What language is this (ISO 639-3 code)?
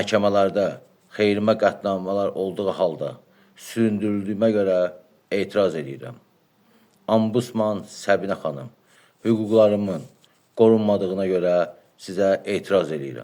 aze